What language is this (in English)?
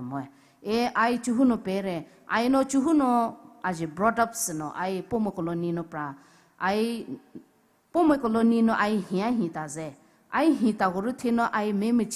Poumei Naga